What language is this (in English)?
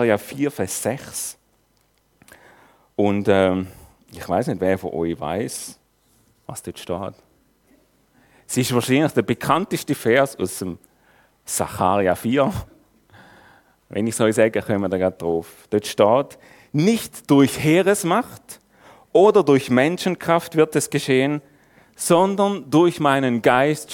German